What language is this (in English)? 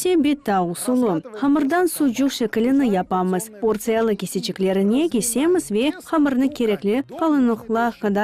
Crimean Tatar